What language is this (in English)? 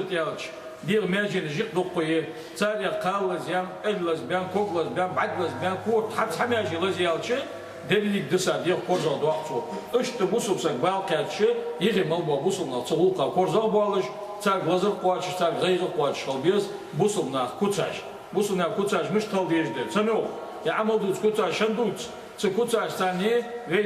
Ingush